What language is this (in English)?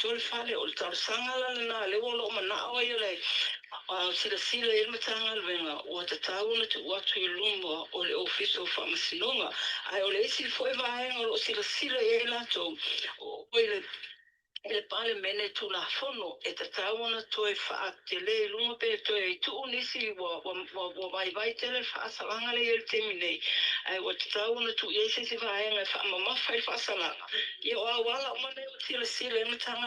Samoan